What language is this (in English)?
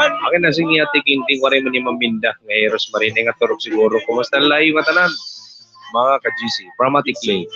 Waray